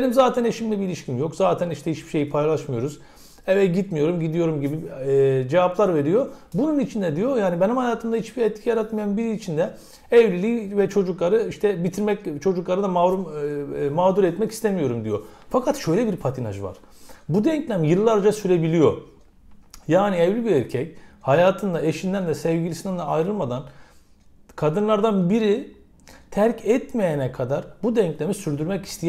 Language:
Turkish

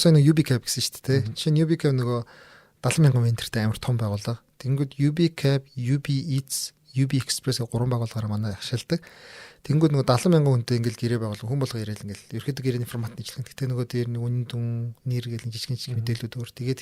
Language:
Mongolian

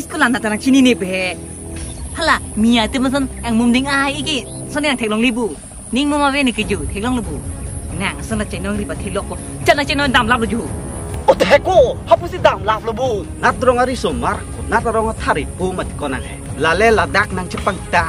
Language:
Karbi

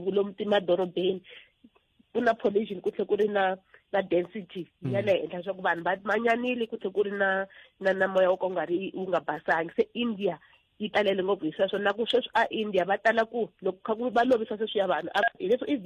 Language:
Tsonga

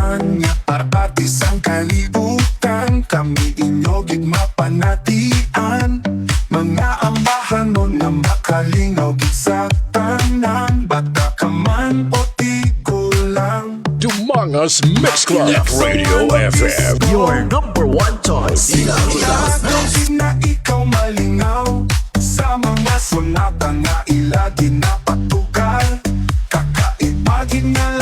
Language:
Hiligaynon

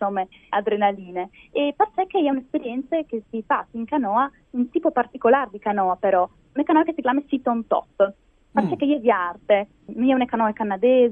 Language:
Friulian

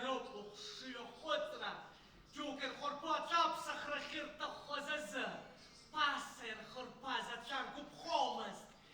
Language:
Abkhazian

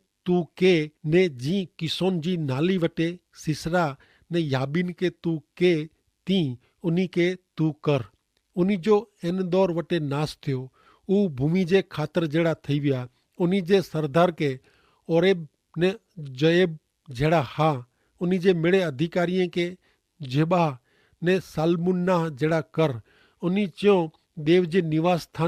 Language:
Kachhi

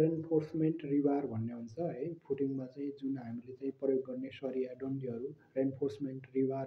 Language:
Nepali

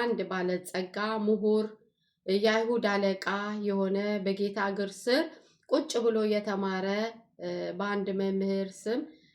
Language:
Amharic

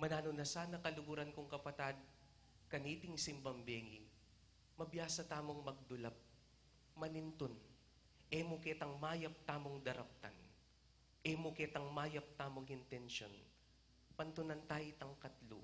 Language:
Pampanga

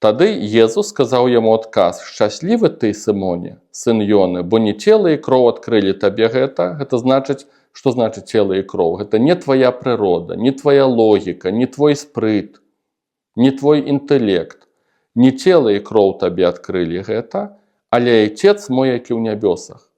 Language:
Belarusian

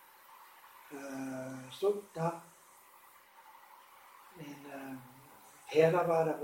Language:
Finnish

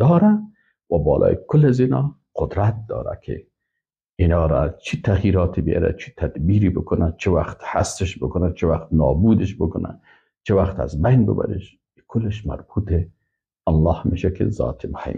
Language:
Persian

